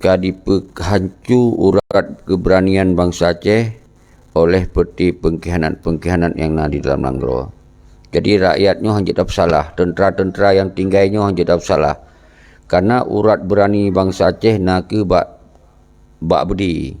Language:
Achinese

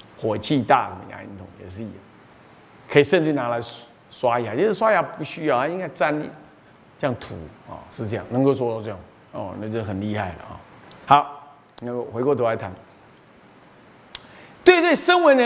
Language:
Chinese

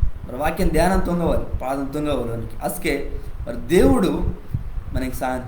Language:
Koya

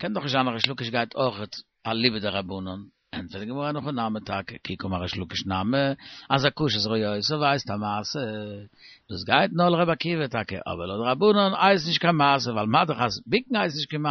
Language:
Yiddish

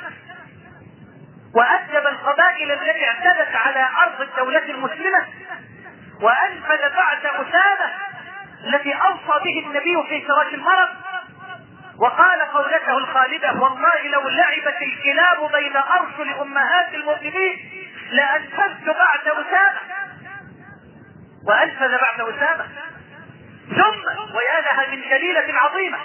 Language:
Arabic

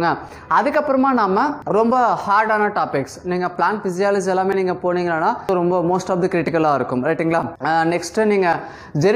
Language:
Tamil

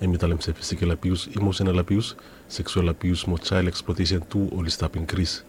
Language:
Bislama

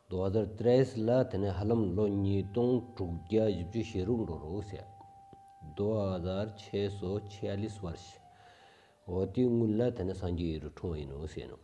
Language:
Stod Bhoti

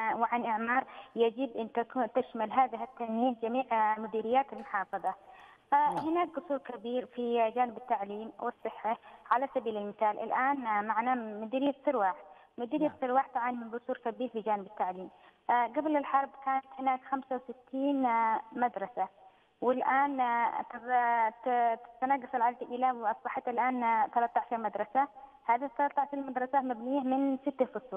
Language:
Arabic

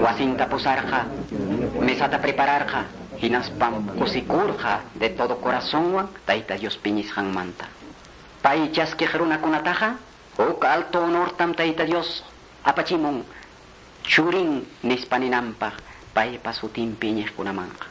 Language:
Quechua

